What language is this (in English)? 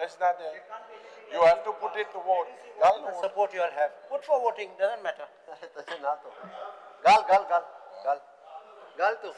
Konkani